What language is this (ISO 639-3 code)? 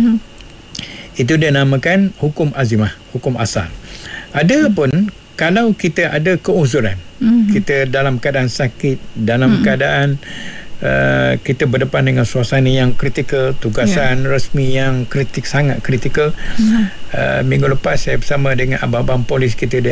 msa